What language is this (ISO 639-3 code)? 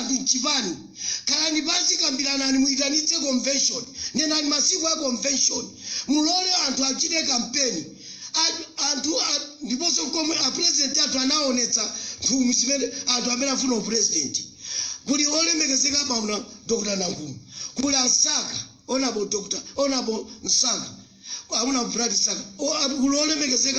nya